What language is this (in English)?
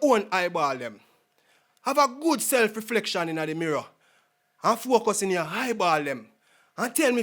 Jamaican Creole English